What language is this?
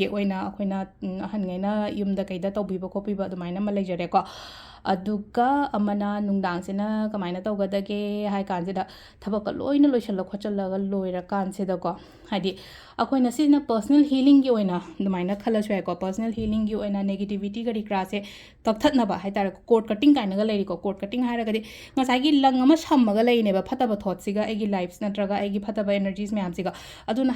Manipuri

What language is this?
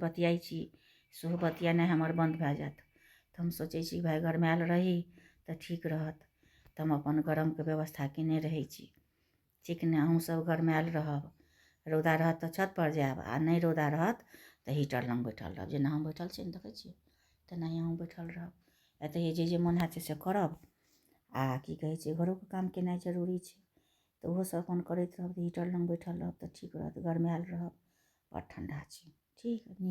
Maithili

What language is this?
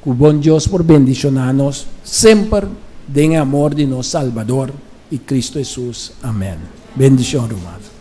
Papiamento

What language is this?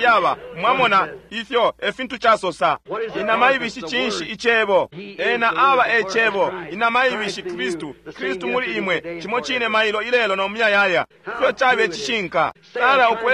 Bemba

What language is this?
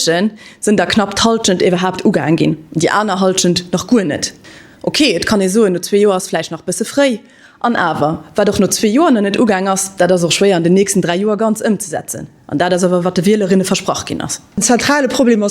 Luxembourgish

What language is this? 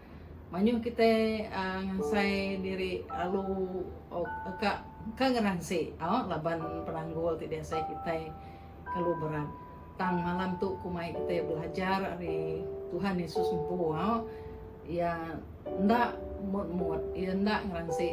Iban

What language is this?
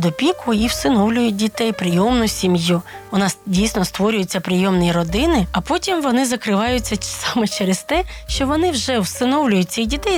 Ukrainian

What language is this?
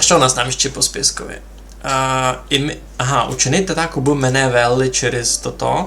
Rusyn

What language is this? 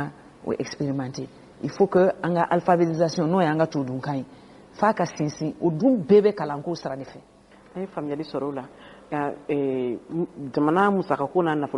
Bambara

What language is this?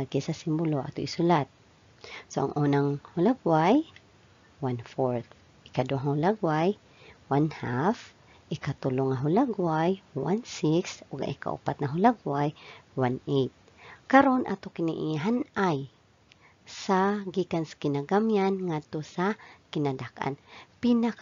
Cebuano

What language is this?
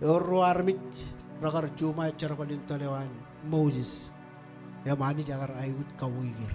Marshallese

